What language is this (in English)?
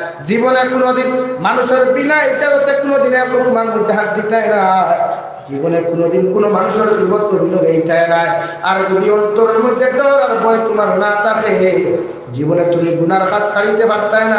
Sylheti